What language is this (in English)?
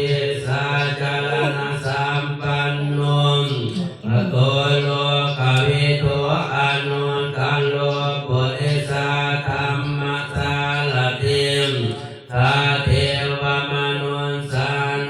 Pali